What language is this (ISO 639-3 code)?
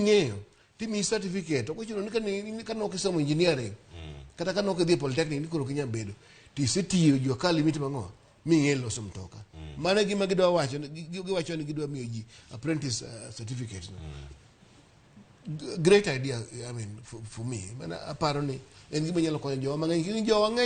luo